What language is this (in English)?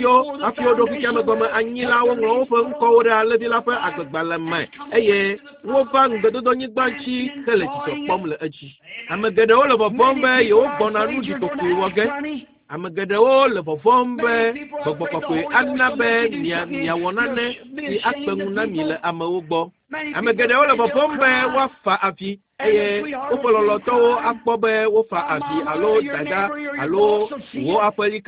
Ewe